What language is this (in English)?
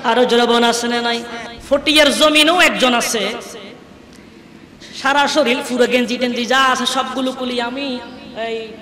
Bangla